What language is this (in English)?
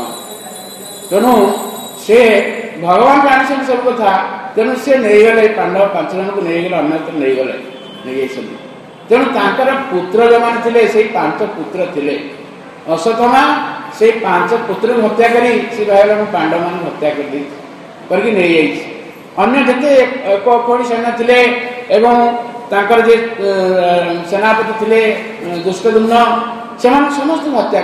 Odia